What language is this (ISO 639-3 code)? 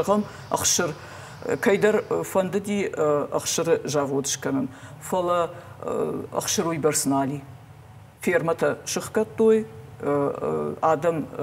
oss